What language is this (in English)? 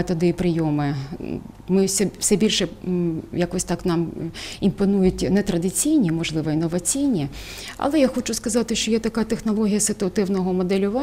Ukrainian